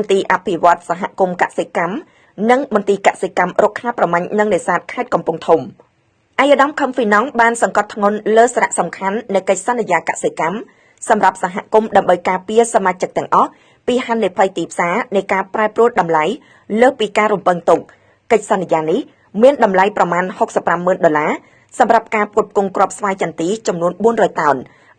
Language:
Khmer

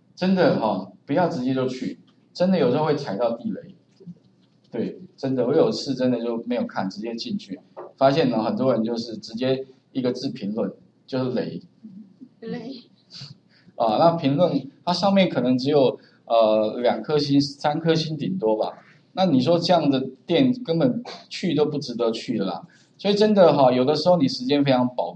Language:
Chinese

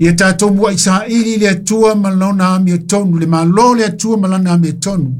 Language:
Samoan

